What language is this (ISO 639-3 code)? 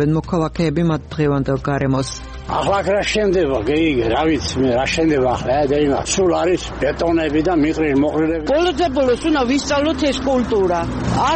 kat